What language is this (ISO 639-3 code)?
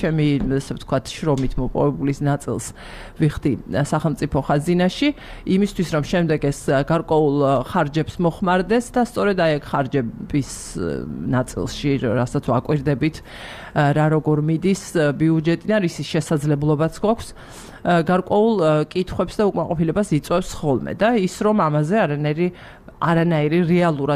kat